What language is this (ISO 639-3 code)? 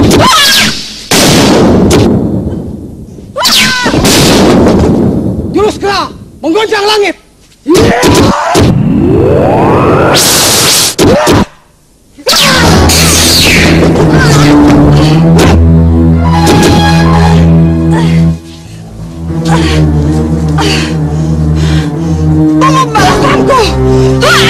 ind